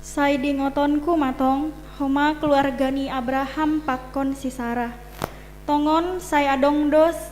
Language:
Batak Simalungun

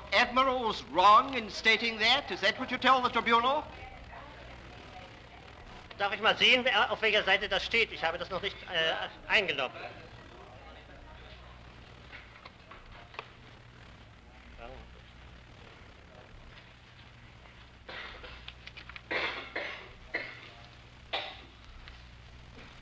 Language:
German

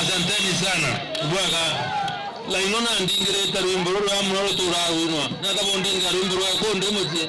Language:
Meru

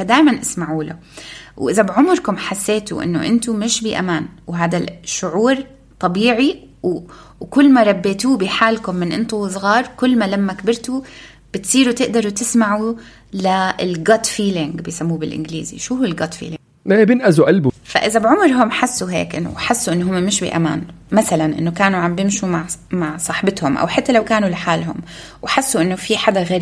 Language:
North Levantine Arabic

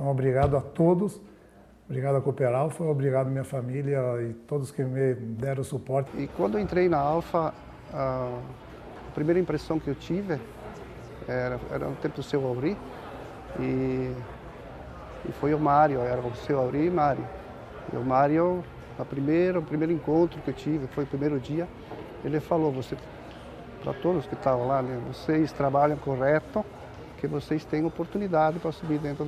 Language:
Portuguese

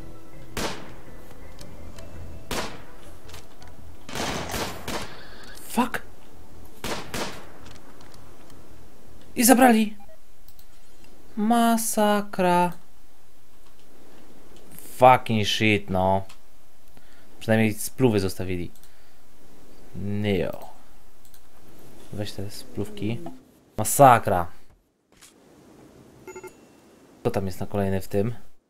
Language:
Polish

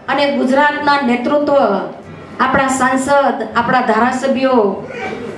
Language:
Gujarati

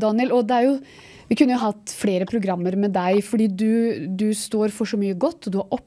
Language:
Norwegian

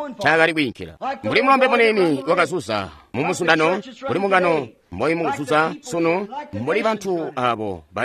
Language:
Tonga (Zambia)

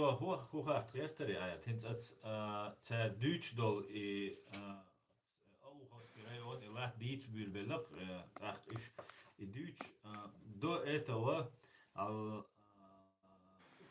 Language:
Chechen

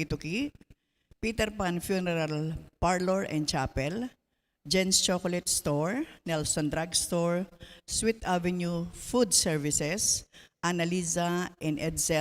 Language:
Pampanga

